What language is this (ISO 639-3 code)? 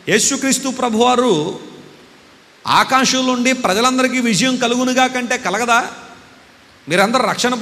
tel